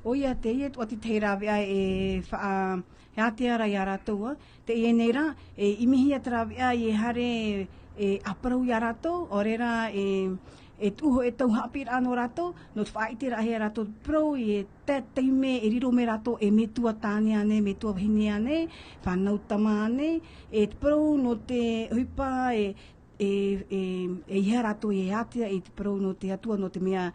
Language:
Tahitian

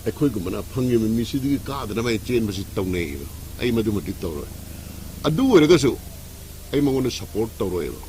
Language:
Manipuri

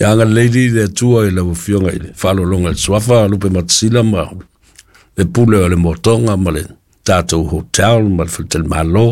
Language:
Samoan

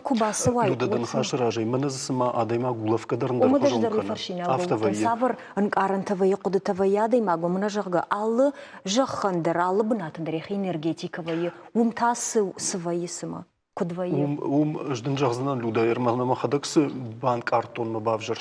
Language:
Ossetic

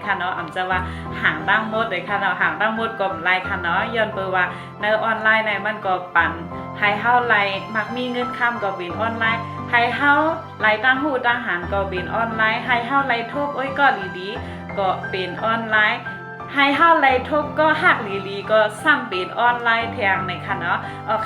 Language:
Shan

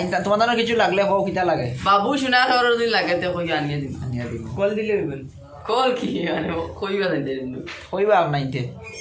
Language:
Sylheti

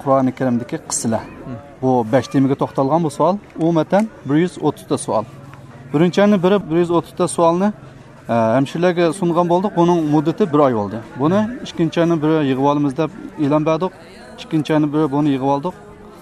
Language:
Uyghur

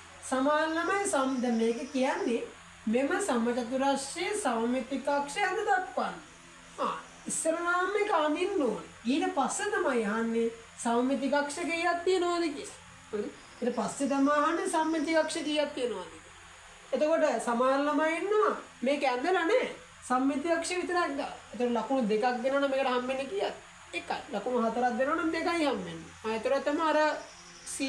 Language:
Sinhala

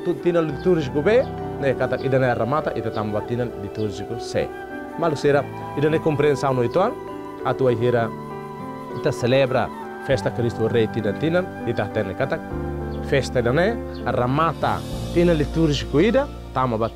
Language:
Tetum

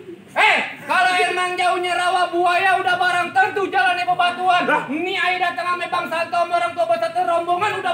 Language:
Betawi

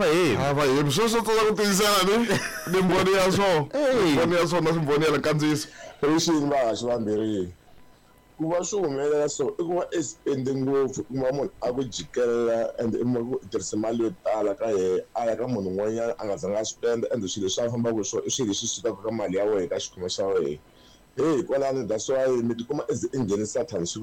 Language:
Tsonga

